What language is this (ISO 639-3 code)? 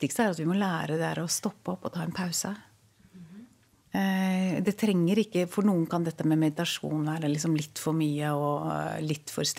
nor